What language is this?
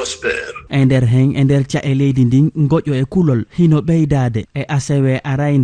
Fula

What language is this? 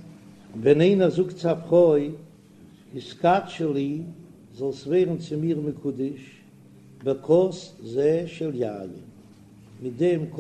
Yiddish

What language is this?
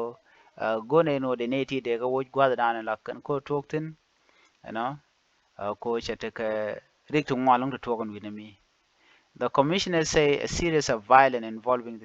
Nuer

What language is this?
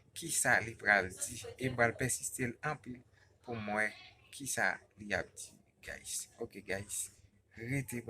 Haitian Creole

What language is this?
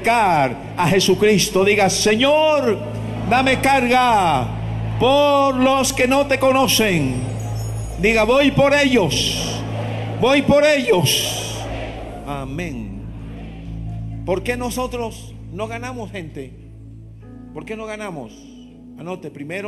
Spanish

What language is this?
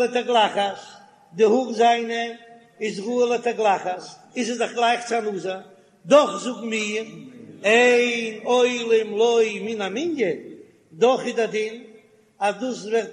Yiddish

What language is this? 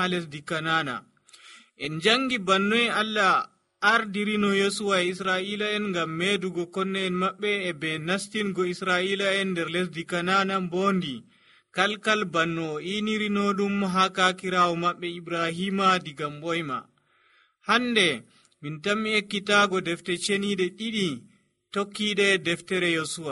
Nigerian Fulfulde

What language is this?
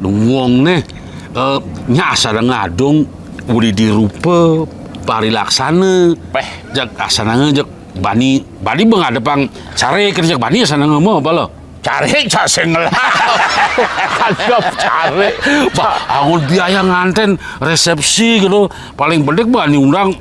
Balinese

